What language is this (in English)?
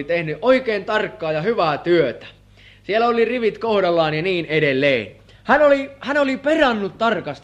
Finnish